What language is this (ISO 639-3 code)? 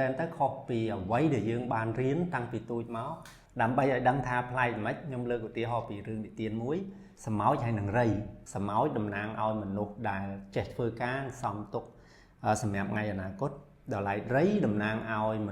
khm